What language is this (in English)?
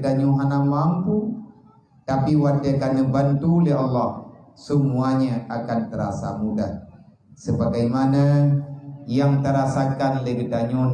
Achinese